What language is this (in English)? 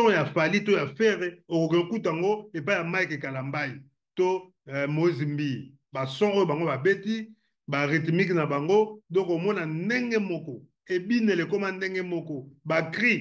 Lingala